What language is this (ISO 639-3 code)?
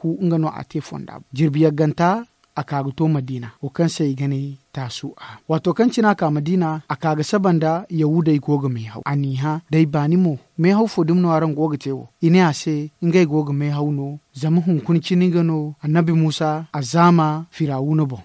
dje